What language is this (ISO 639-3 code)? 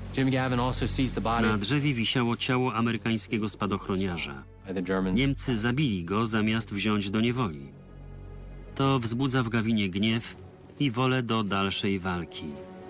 pol